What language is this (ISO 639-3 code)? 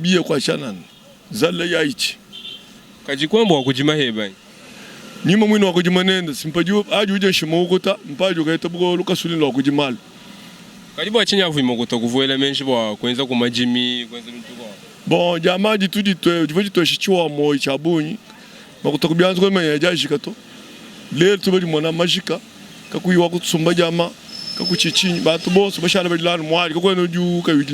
lua